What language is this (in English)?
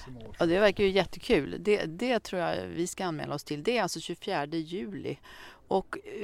Swedish